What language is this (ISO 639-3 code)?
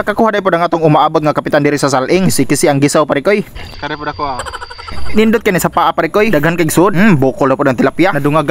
ceb